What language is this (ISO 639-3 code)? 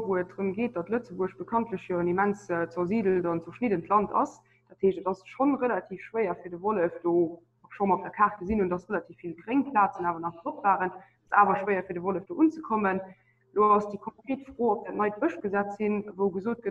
ltz